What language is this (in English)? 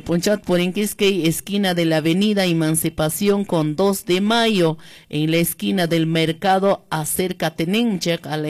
Quechua